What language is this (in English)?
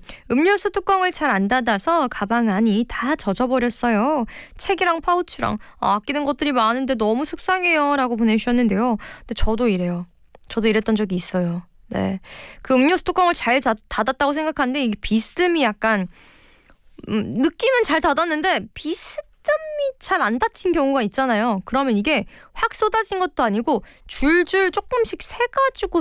Korean